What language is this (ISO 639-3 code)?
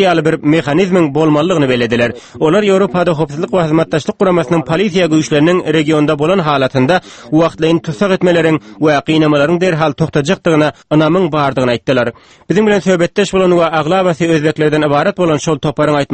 tuk